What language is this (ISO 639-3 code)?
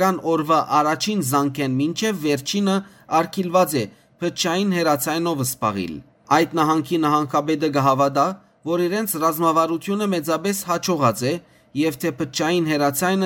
hyw